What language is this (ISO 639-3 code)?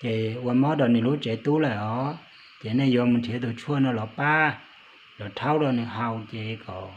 hmn